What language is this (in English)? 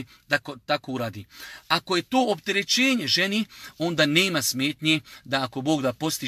Bosnian